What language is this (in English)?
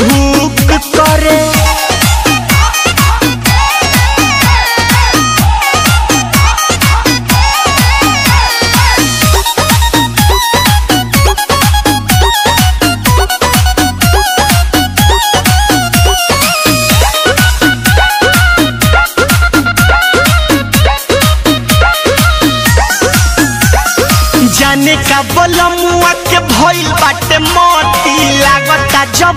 Bhojpuri